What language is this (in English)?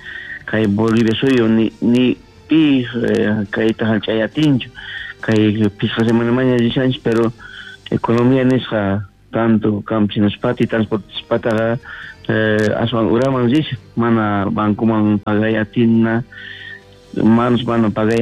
South Bolivian Quechua